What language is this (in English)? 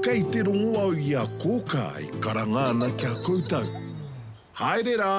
Māori